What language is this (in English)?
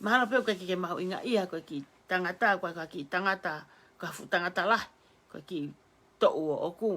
Tongan